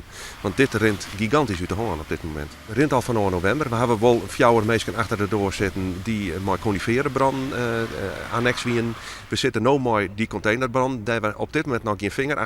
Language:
Western Frisian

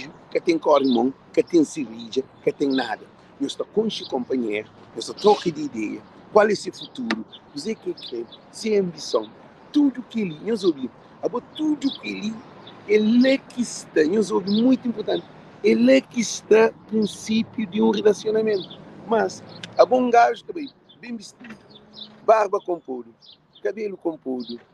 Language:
Kabuverdianu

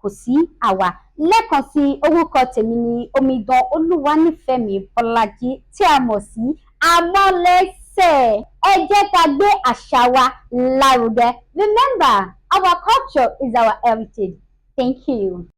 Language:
Yoruba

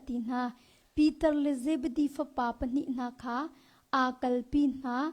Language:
Hakha Chin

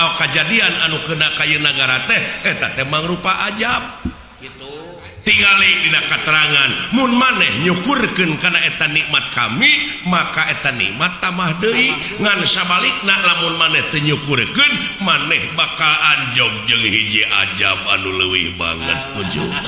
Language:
Sundanese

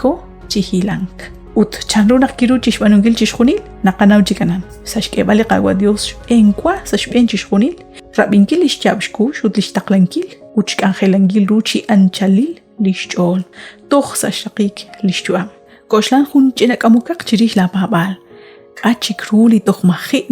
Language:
Kekchí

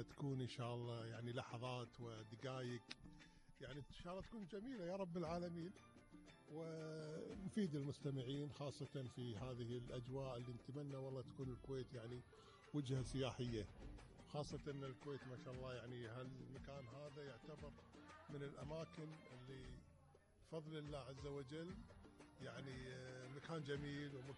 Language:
Gulf Arabic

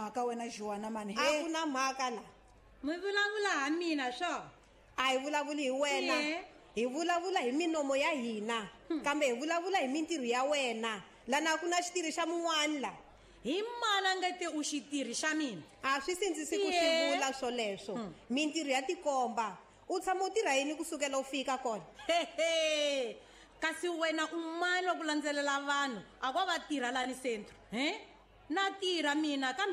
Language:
Tsonga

